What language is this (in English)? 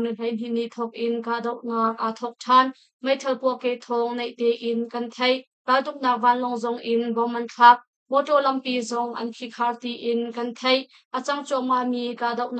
Hakha Chin